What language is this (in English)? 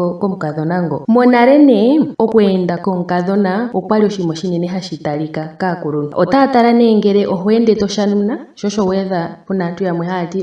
Ndonga